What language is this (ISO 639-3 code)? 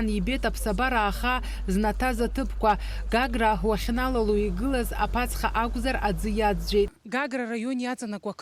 abk